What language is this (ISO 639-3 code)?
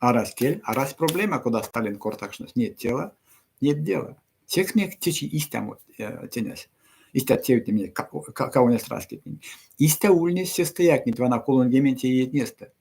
myv